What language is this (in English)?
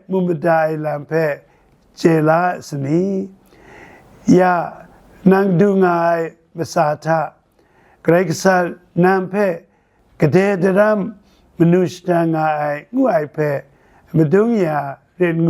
Kachin